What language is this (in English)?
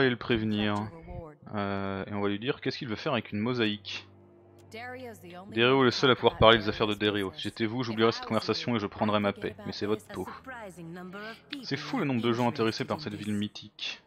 French